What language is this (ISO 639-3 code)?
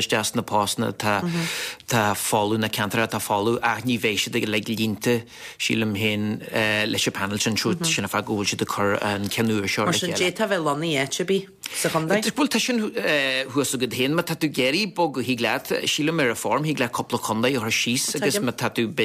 gle